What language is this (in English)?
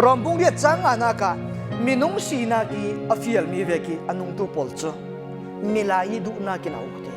Falam Chin